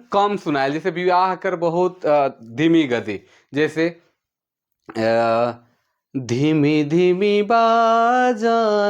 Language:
Sadri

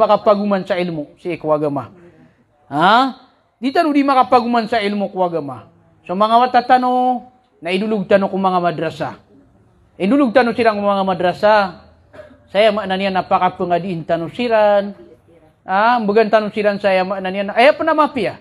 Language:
Maranao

